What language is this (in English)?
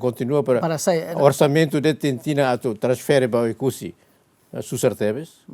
Tetum